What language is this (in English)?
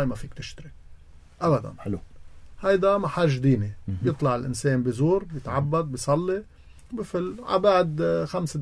North Levantine Arabic